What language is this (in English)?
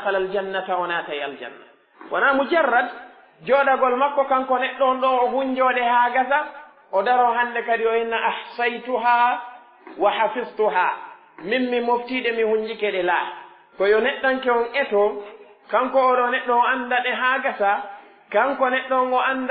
Pular